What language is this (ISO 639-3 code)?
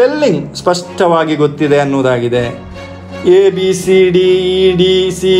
kan